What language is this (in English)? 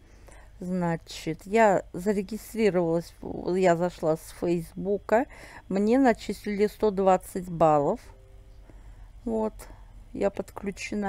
Russian